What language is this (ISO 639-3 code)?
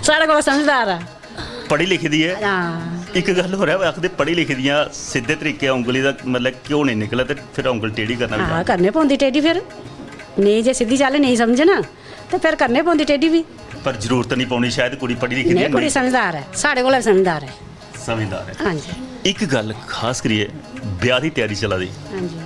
doi